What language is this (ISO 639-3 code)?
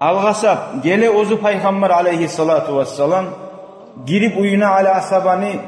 kum